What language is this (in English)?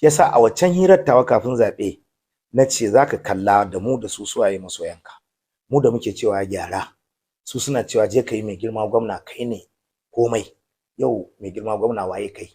Hausa